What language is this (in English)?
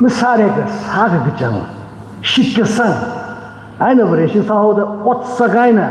Tangkhul Naga (India)